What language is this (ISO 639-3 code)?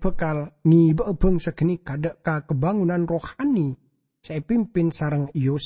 mad